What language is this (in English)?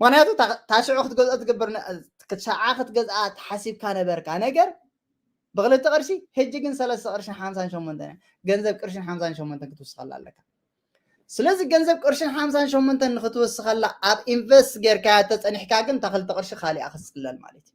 Tigrinya